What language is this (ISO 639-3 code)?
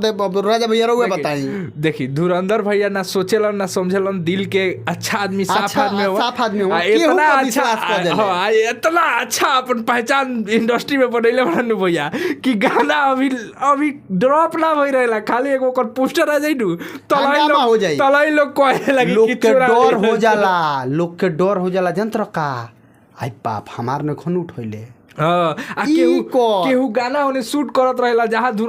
bho